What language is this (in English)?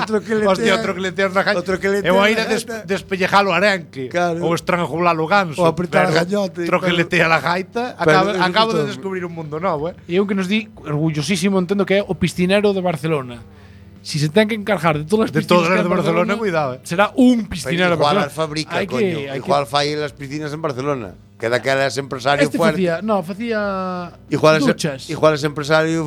Galician